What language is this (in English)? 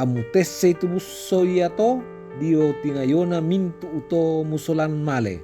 Toraja-Sa'dan